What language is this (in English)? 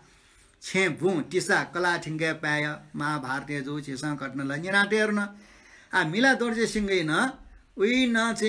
Newari